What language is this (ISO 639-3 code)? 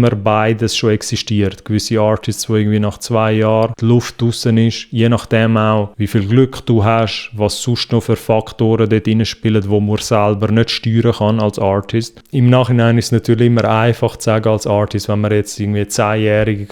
gsw